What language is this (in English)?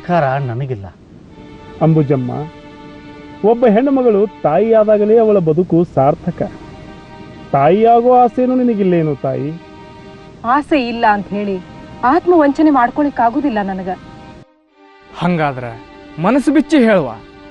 Kannada